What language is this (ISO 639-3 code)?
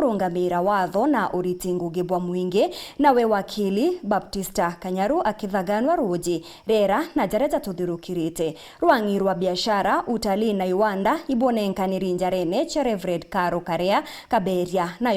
mer